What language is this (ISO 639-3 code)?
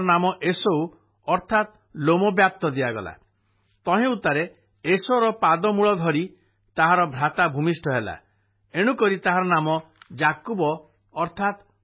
ori